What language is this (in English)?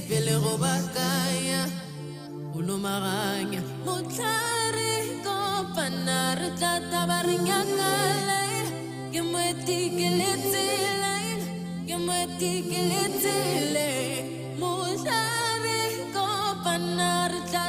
Tswana